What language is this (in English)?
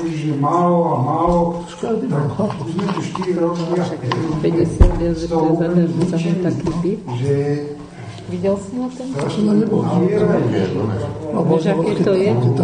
Slovak